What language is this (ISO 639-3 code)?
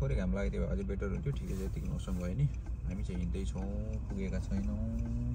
nep